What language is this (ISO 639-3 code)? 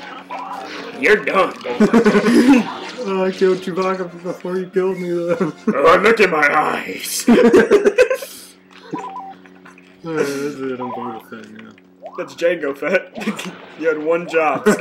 eng